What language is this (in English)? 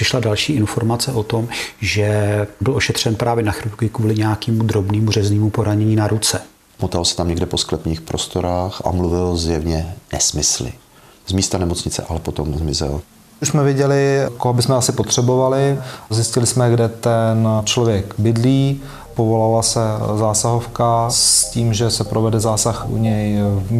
Czech